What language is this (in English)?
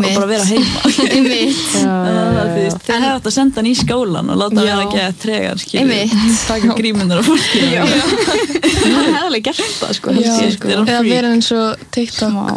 Icelandic